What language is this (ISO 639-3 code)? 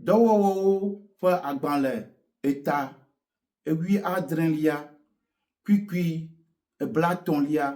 ewe